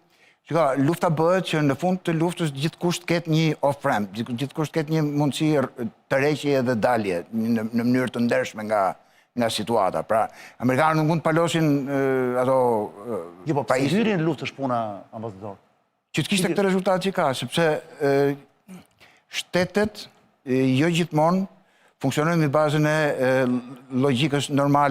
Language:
Albanian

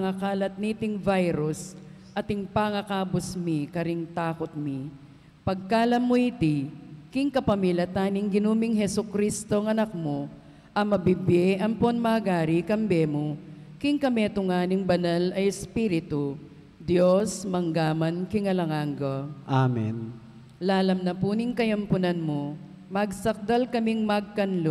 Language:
Pampanga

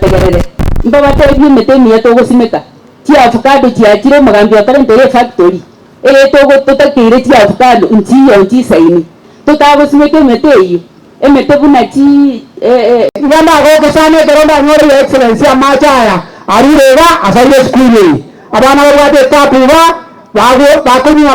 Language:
Gusii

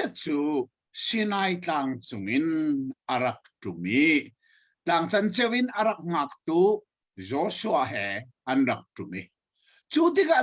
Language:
Hakha Chin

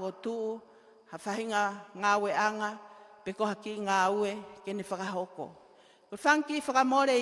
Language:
Tongan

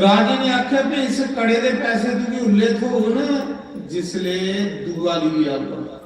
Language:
Dogri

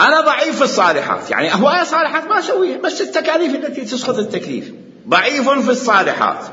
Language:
Mesopotamian Arabic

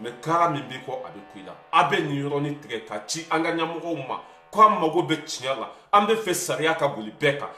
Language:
Bambara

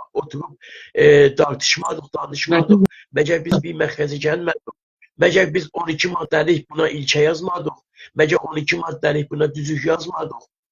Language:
South Azerbaijani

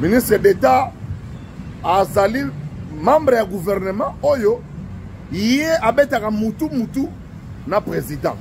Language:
Lingala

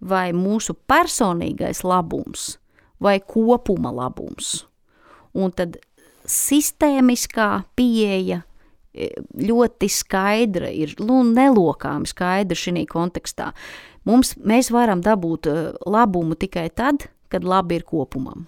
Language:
Latvian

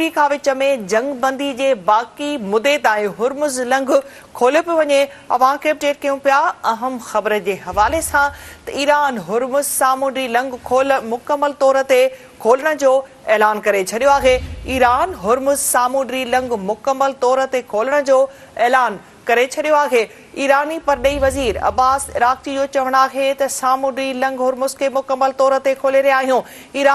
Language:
Sindhi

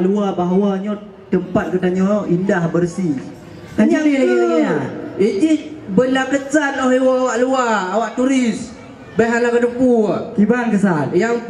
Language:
Achinese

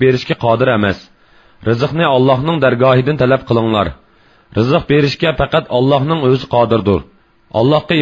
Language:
Uyghur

